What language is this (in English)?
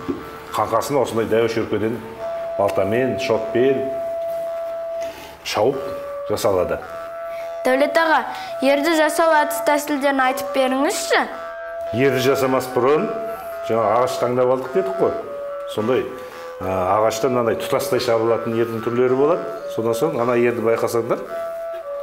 Kazakh